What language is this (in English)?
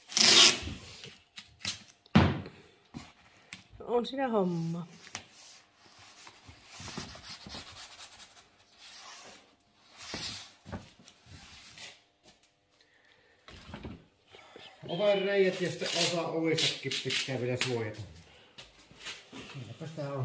Finnish